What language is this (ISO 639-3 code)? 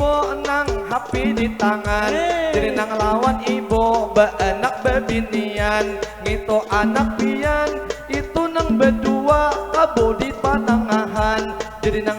bjn